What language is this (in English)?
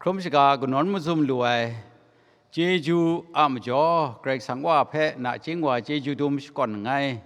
Kachin